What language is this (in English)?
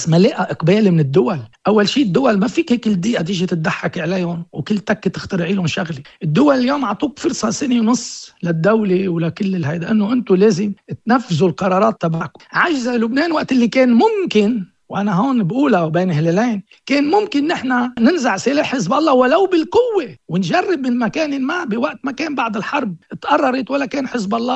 North Levantine Arabic